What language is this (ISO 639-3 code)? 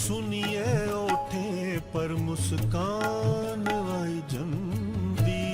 doi